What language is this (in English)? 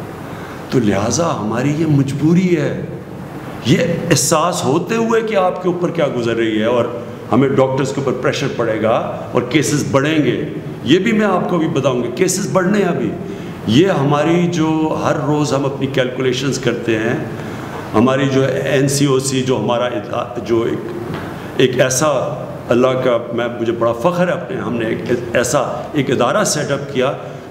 Urdu